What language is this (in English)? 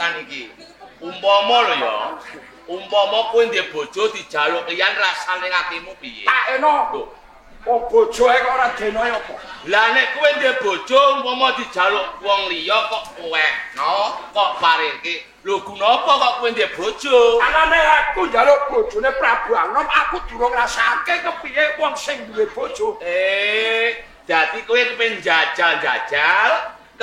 Javanese